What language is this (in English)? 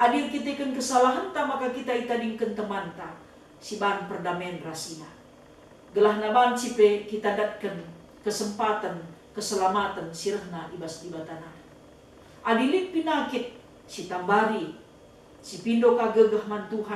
Batak Karo